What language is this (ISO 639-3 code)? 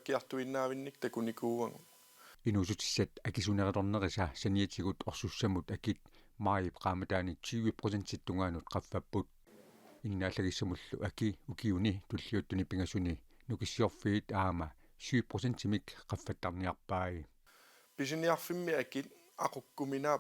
kal